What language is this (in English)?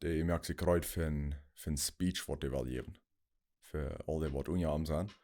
Plautdietsch